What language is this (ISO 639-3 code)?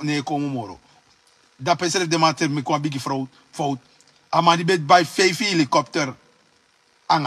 srn